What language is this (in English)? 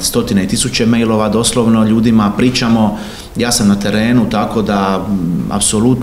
Croatian